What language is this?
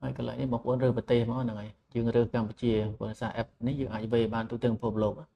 Khmer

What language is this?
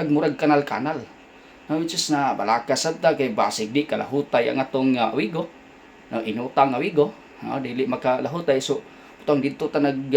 Cebuano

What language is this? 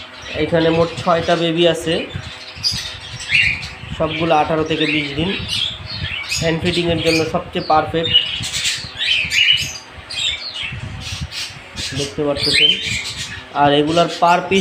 Bangla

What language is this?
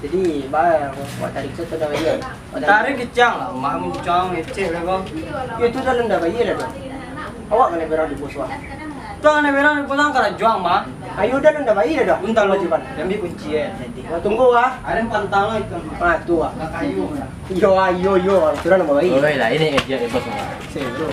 Minangkabau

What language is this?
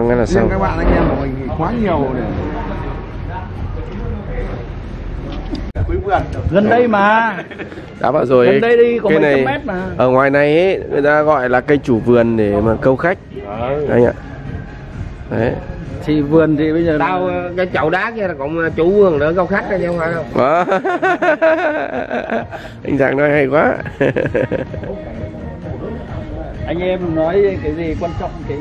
Vietnamese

